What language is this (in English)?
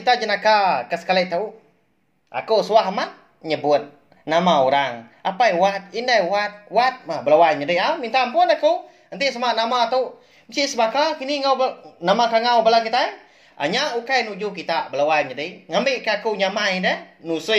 Iban